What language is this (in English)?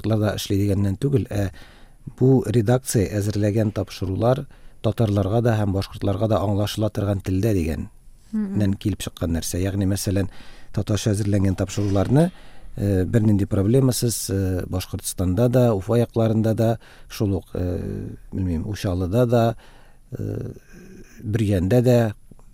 Tatar